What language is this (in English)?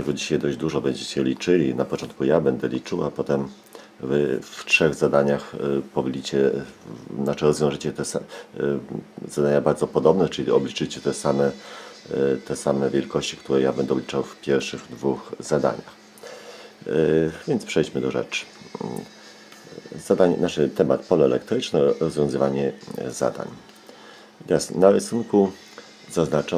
Polish